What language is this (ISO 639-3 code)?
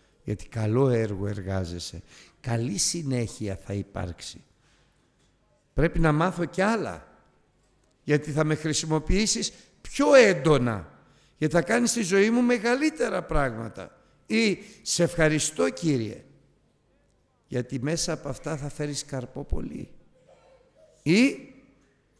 ell